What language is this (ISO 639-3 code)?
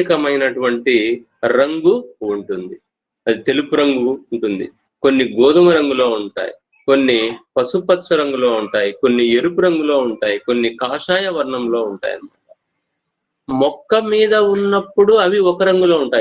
tel